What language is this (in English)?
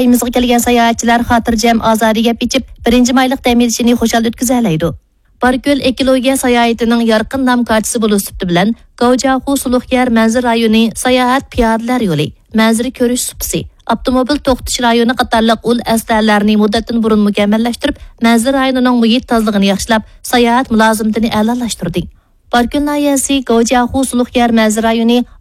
Uyghur